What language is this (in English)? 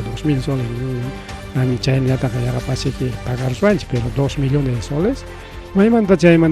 Ayacucho Quechua